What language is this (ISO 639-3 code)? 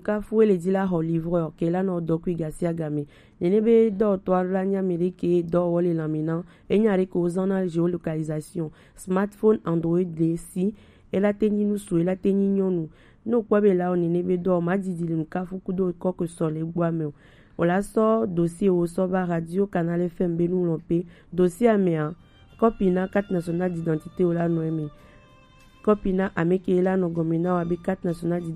gej